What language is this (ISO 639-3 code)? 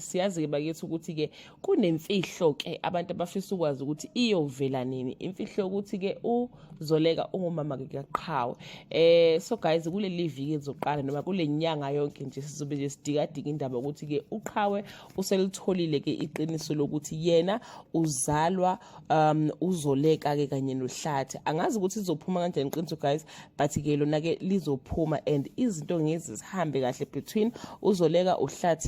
zul